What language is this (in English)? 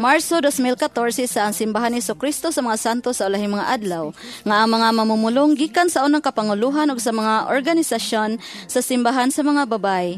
Cebuano